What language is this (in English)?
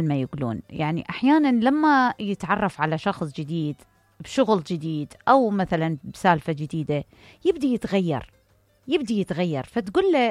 Mesopotamian Arabic